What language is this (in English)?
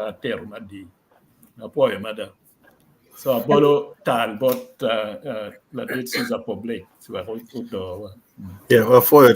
Acoli